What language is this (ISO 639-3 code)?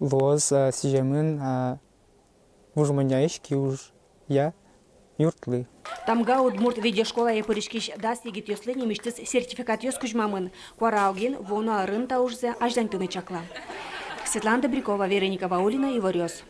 udm